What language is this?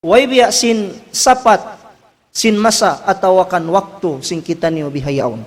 Tausug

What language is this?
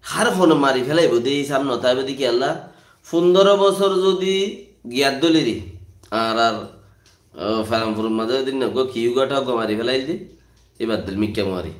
Rohingya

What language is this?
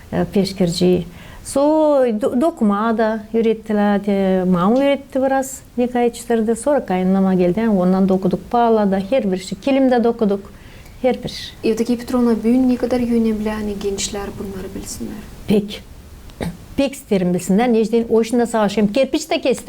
Gagauz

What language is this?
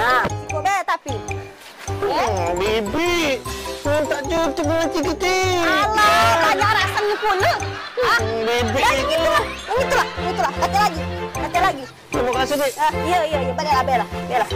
Musi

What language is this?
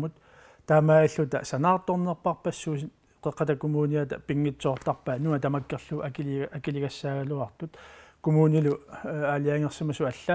Kalaallisut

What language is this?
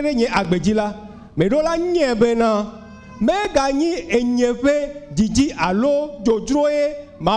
Ewe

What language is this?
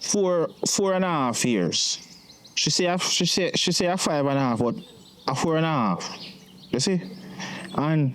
Jamaican Creole English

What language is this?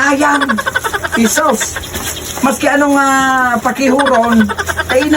Bikol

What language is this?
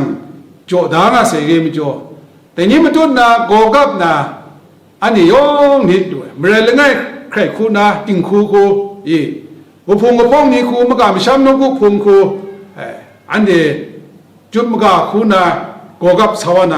Kachin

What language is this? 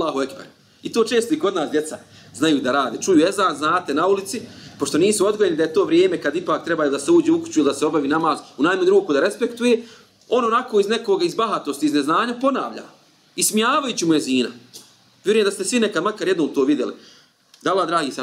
Bosnian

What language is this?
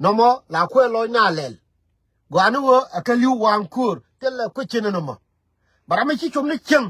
Nuer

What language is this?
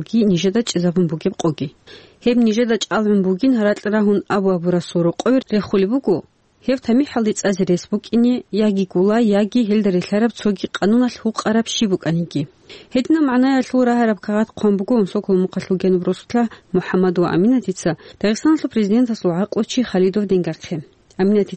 Avaric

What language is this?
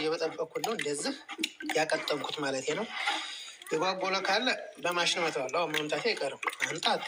Amharic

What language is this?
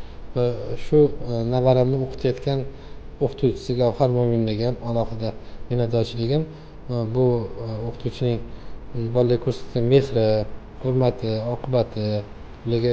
Uzbek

